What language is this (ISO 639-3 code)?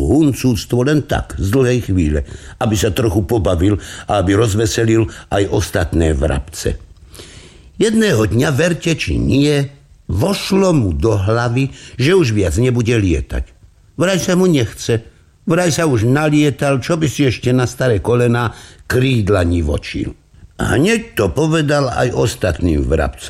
slk